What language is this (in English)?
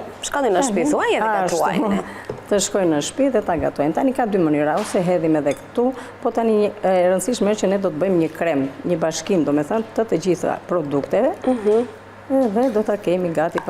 Albanian